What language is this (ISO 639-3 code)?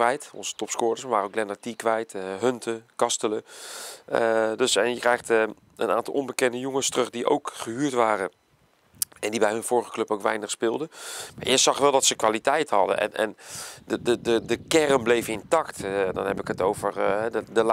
nld